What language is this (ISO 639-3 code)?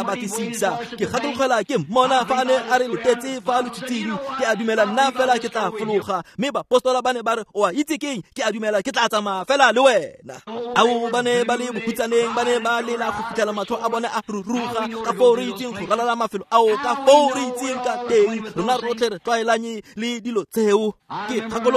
tsn